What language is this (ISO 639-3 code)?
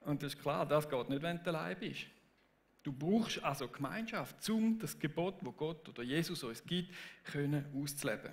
gsw